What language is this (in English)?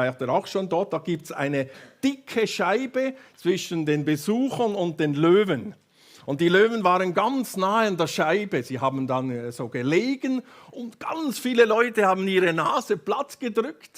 Swiss German